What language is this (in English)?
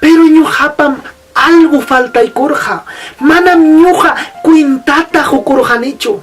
Ayacucho Quechua